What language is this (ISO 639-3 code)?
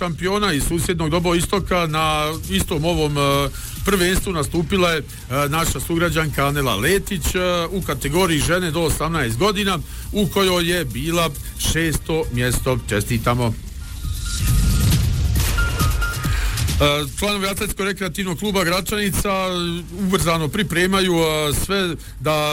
bos